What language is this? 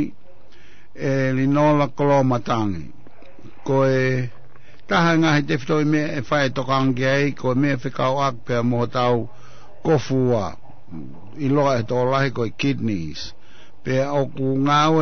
Tongan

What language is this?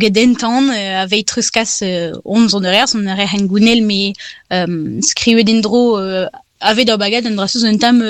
Breton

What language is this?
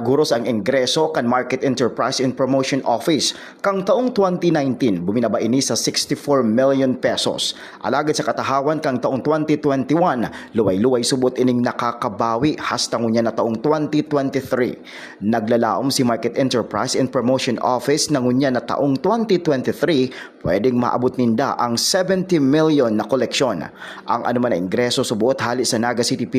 Bikol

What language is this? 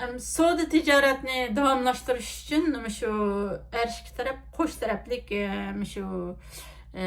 Uyghur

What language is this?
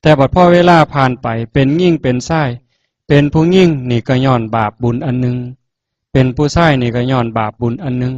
Northeastern Thai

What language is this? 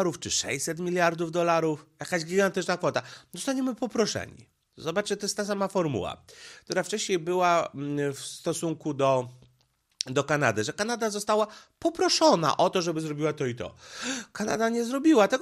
Polish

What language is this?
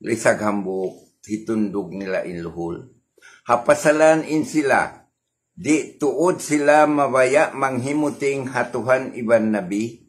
Tausug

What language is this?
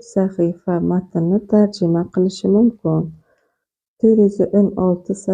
Uzbek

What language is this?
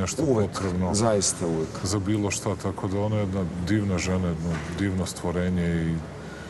Serbian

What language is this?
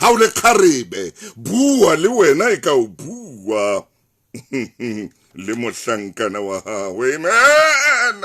Southern Sotho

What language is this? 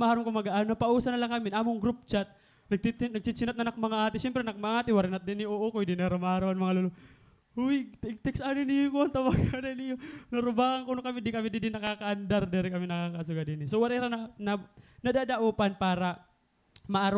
Waray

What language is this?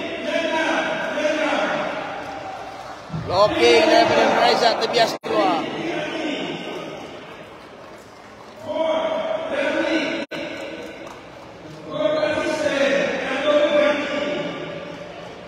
Malay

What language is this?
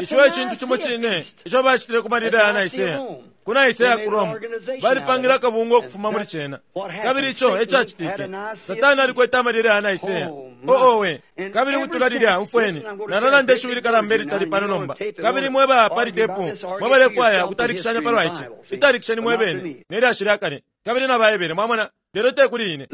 Bemba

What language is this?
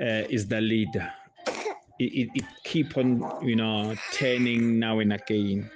Zulu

